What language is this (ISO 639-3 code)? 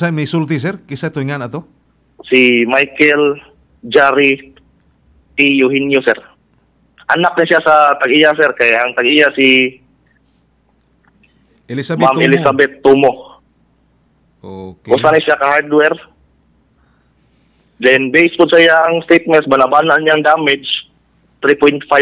ceb